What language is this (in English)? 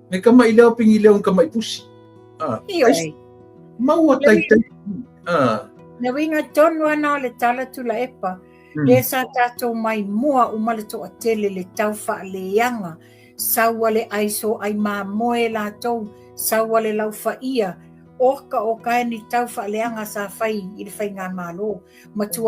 Samoan